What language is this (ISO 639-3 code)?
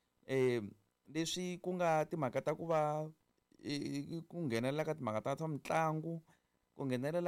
tso